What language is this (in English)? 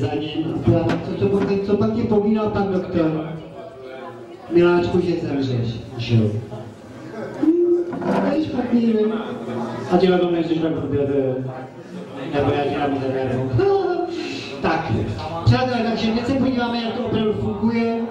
Czech